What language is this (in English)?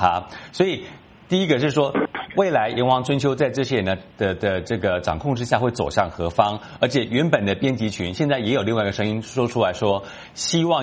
Chinese